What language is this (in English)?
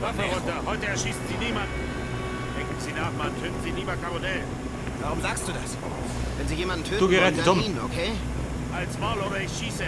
Bavarian